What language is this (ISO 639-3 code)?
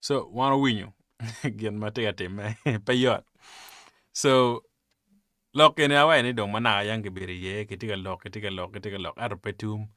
ach